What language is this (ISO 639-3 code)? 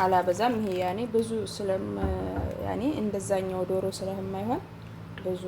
amh